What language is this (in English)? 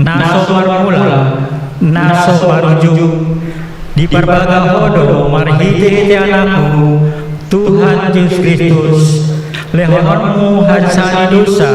Batak Toba